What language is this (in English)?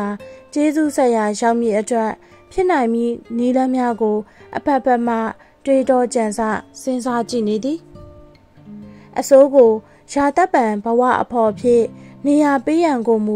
Burmese